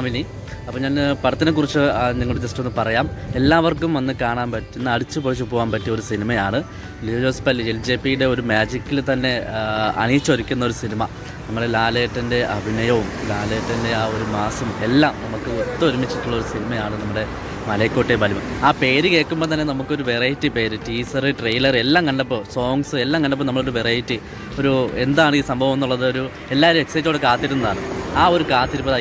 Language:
Malayalam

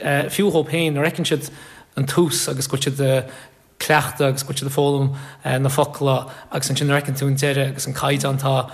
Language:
Irish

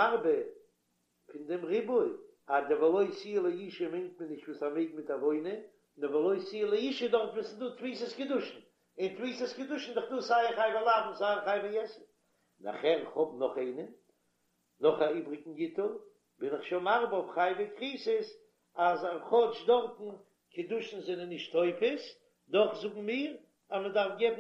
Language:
Yiddish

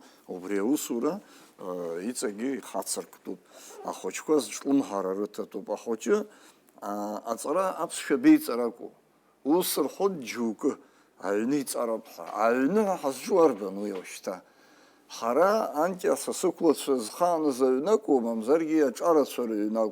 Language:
Abkhazian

